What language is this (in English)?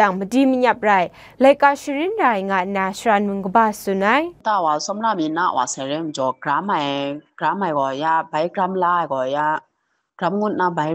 Kachin